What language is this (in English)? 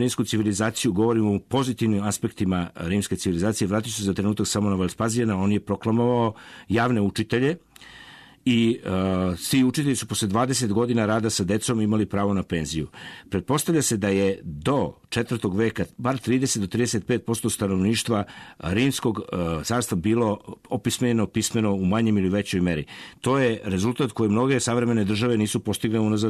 Serbian